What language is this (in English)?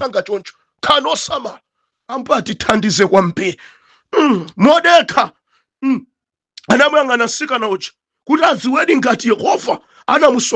Nyanja